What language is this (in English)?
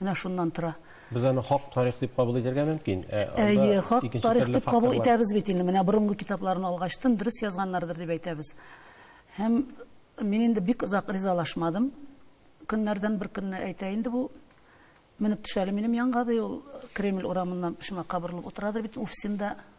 Tatar